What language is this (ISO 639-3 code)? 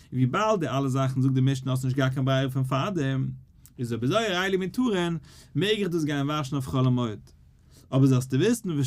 yid